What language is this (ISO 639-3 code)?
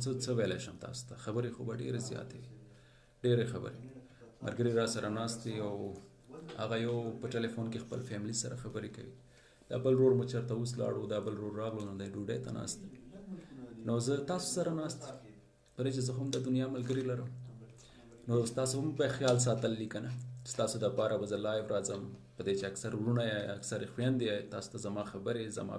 pus